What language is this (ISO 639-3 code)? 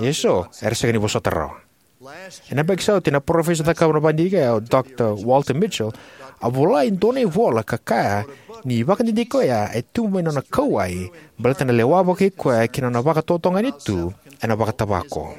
fij